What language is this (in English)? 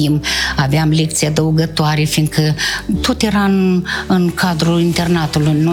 Romanian